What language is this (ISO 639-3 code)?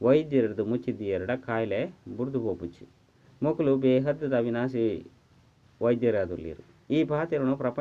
tcy